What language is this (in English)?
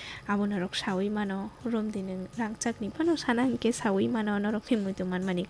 Kok Borok